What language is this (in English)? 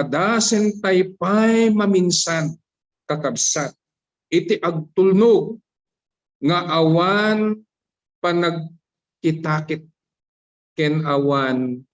Iloko